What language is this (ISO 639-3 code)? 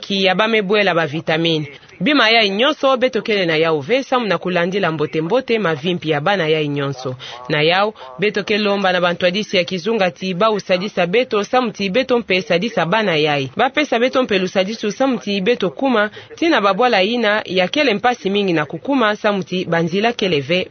ktu